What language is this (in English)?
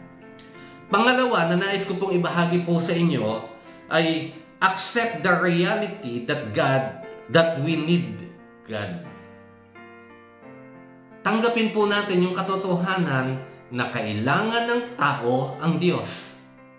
Filipino